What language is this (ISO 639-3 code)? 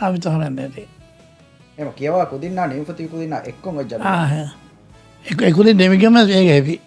div